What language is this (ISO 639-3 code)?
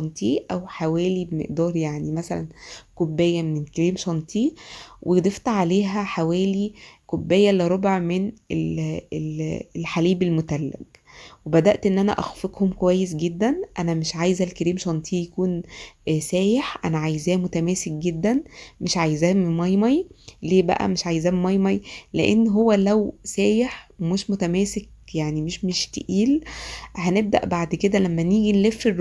arz